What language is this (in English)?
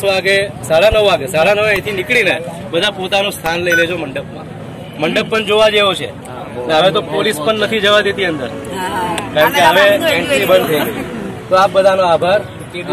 Gujarati